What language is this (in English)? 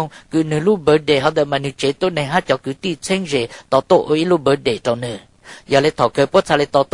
Hmong